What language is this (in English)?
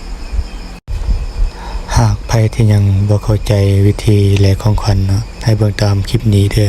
Lao